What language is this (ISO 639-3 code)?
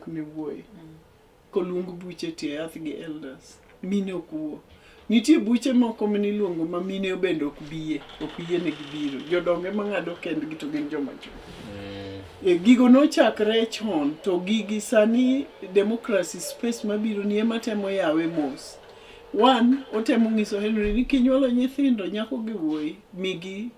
luo